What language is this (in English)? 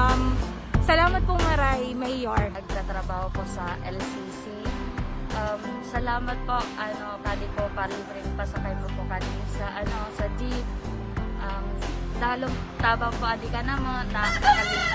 Bikol